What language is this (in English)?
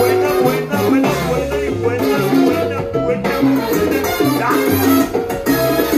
Spanish